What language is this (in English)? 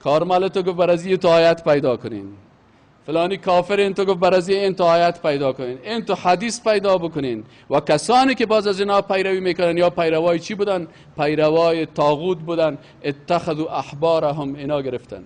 Persian